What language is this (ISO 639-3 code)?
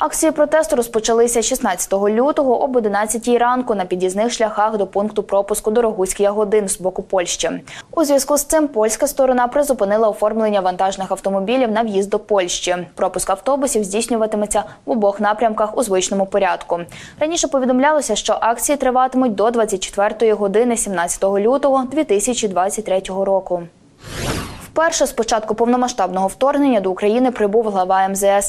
ukr